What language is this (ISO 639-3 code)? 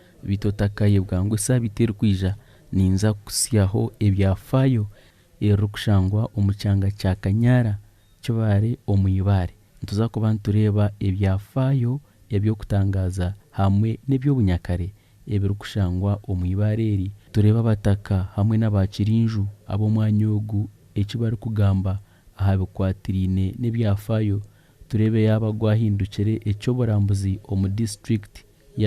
nyn